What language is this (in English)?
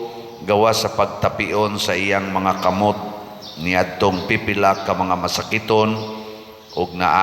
Cebuano